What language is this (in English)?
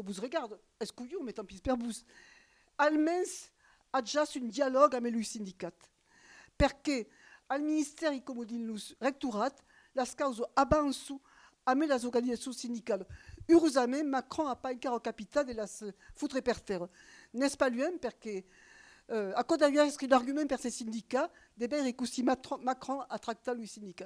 Occitan